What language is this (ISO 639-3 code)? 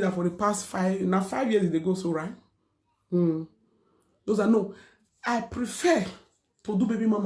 pcm